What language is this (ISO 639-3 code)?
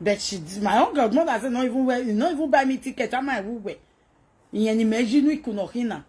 pcm